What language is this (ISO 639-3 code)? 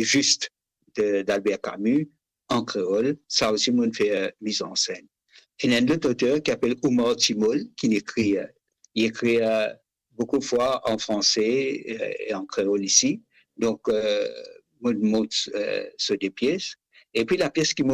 mfe